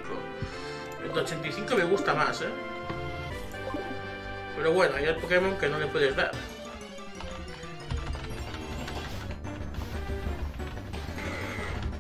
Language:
Spanish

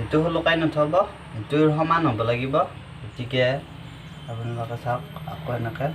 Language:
Assamese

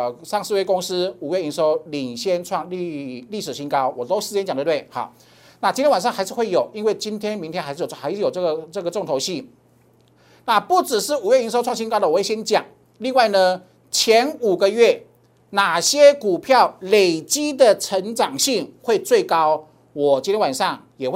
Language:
Chinese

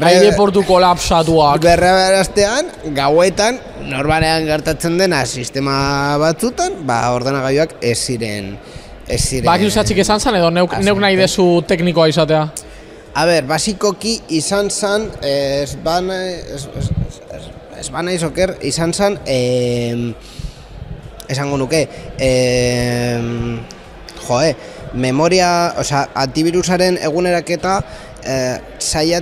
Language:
Basque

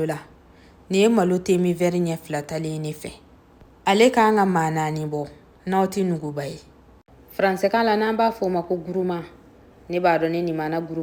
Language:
Bambara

